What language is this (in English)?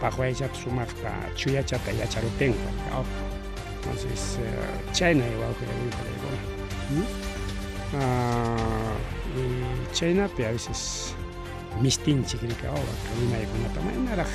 Ayacucho Quechua